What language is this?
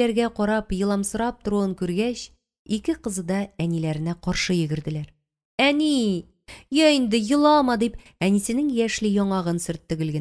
Tatar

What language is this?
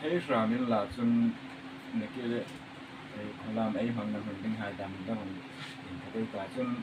Hmar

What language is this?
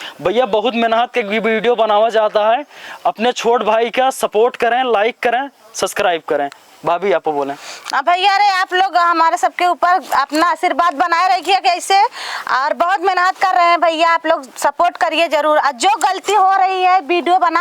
Awadhi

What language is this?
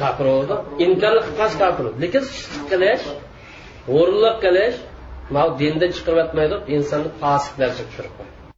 Uyghur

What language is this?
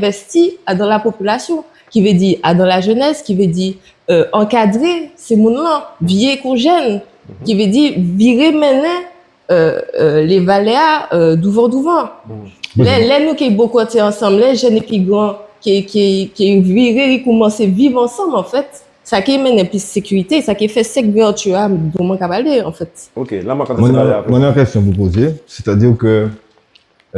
Guadeloupean Creole French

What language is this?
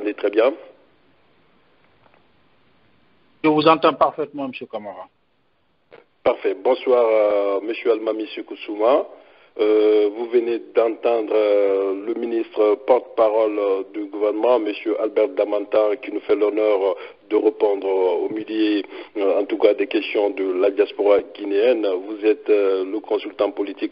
French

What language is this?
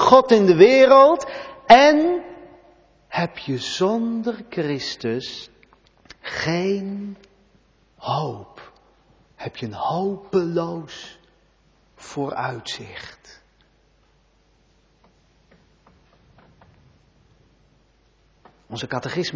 Dutch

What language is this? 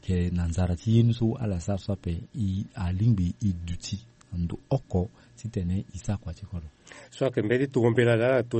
Sango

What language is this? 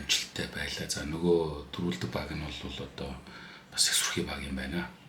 Mongolian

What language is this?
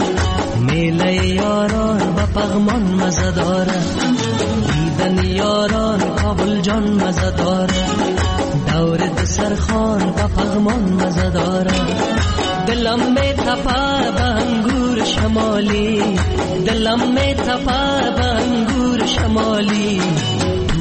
Persian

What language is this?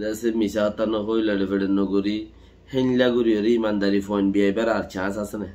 Rohingya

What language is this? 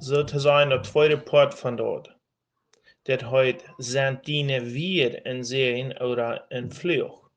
Plautdietsch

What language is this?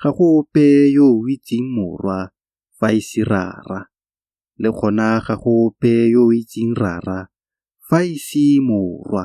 Tswana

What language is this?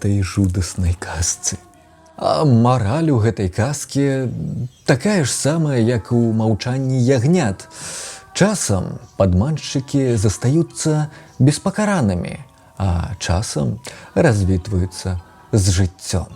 Belarusian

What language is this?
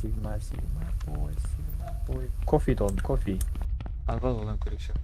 Kara-Kalpak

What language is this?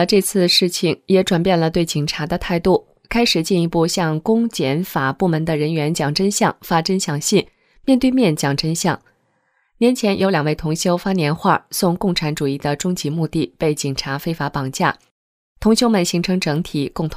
Chinese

